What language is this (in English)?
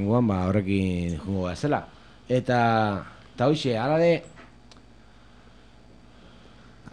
Basque